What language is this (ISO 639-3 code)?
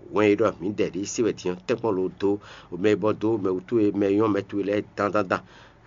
fon